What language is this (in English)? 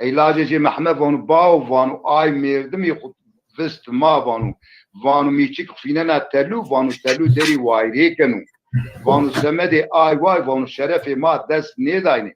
Zaza